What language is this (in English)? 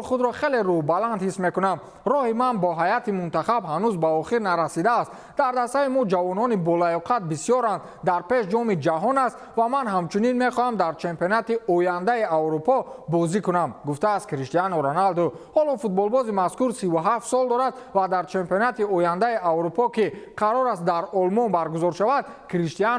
Tajik